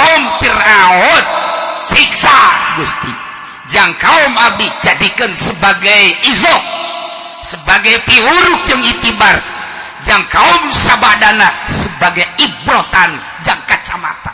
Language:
Sundanese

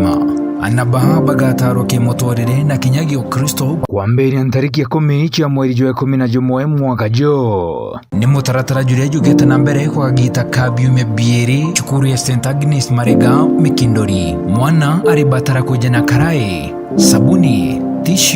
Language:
Meru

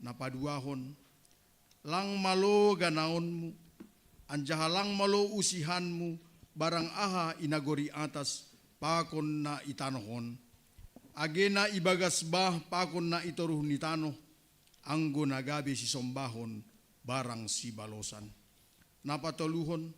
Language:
Batak Simalungun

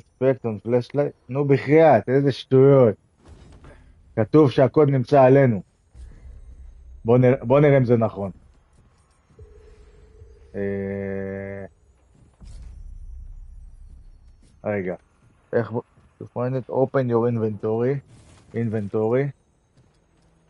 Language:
Hebrew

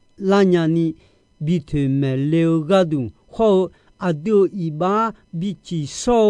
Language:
Akha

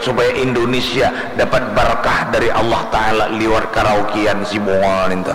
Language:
Banjar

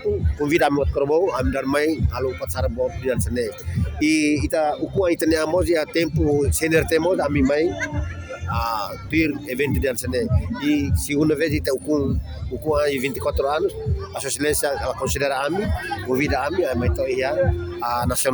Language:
Tetum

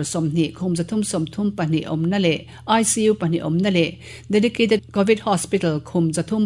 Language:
Mizo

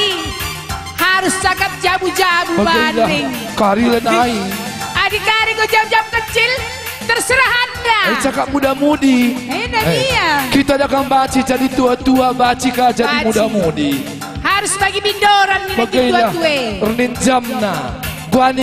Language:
Batak Karo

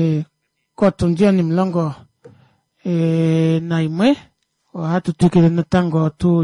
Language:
Kuanyama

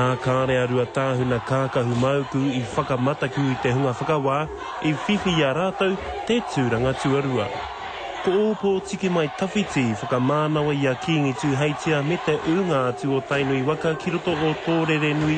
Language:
Māori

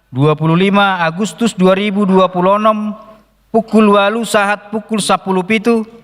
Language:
Batak Toba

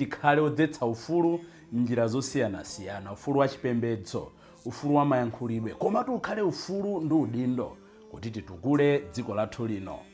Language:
Nyanja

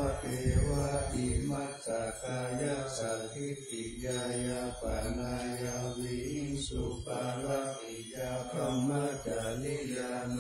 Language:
Pali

